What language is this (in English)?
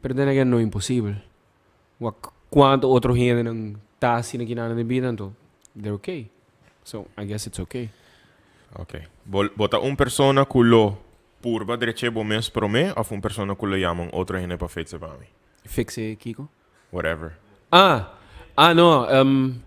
Papiamento